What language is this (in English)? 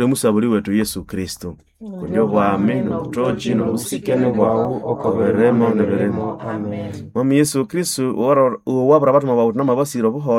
Nande